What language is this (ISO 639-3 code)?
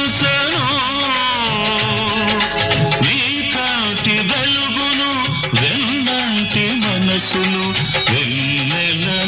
tel